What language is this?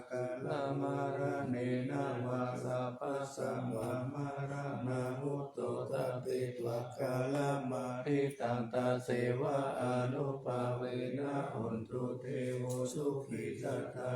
Pali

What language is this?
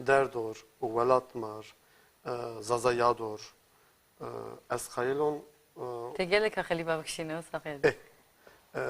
Zaza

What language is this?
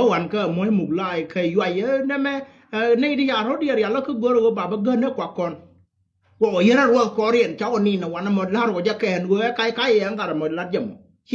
Nuer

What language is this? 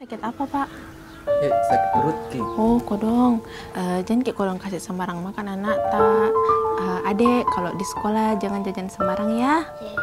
Makassar Malay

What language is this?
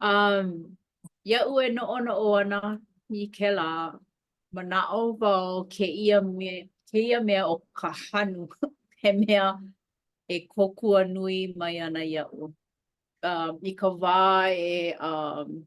Hawaiian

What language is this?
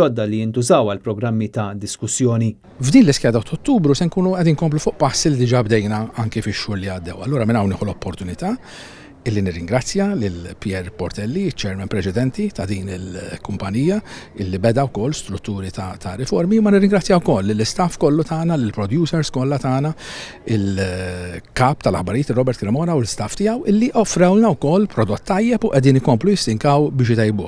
Maltese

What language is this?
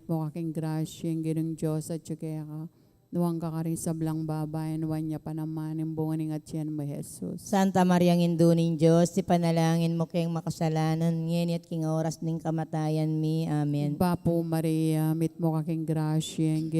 Pampanga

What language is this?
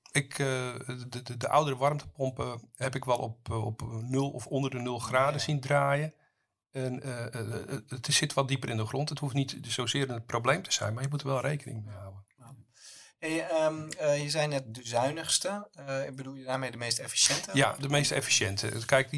Dutch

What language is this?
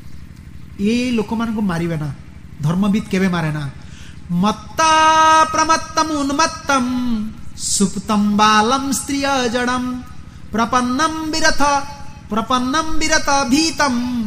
Odia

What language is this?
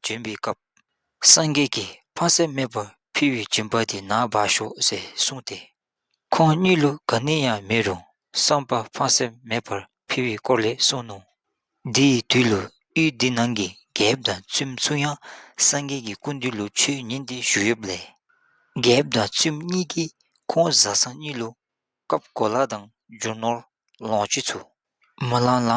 Dzongkha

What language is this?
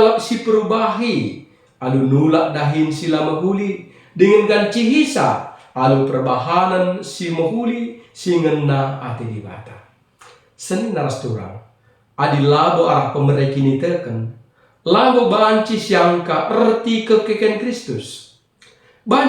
Batak Karo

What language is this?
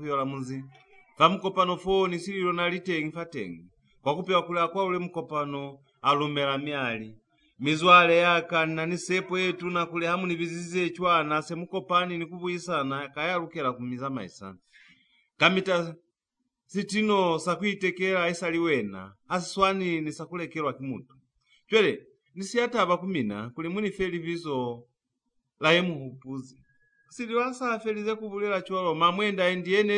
Lozi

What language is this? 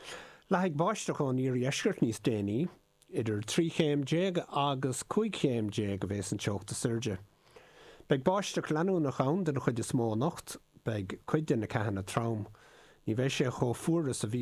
Irish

